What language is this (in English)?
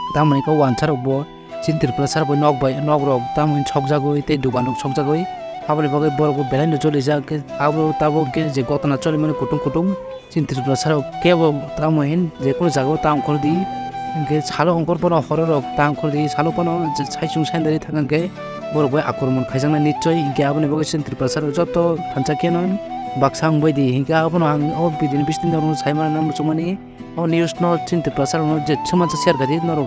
Kok Borok